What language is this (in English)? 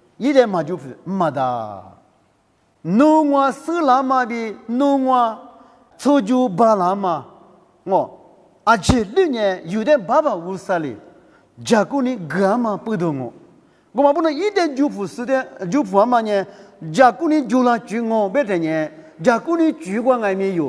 Lisu